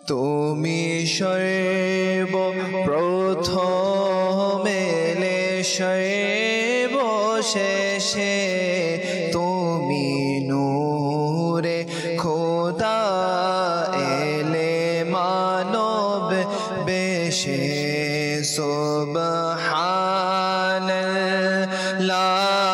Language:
Bangla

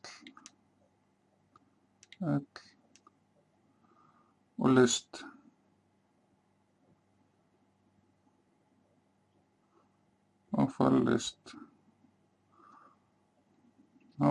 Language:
Icelandic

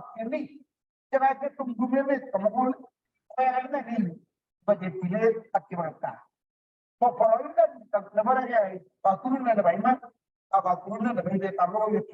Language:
Kalenjin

